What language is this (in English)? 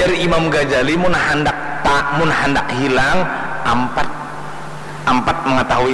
Banjar